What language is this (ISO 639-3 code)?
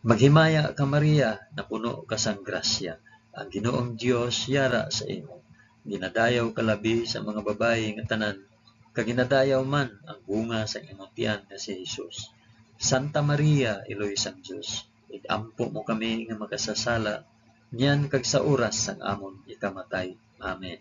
hil